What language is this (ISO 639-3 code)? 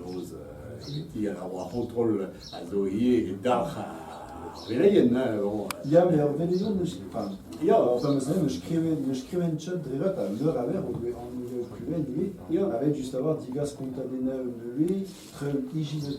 bre